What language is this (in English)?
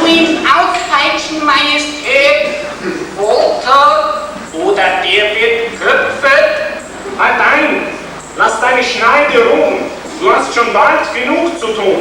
Bavarian